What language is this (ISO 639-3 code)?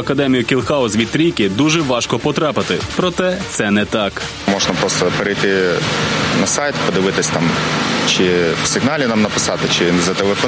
ukr